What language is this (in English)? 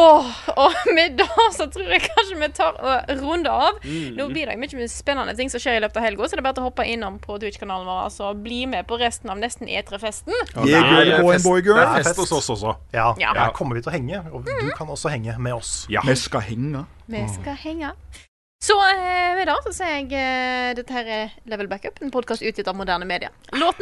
Norwegian